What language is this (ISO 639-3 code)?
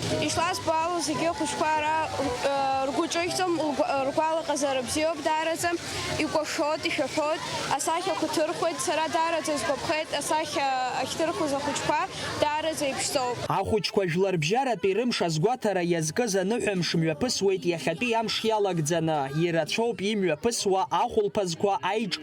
abk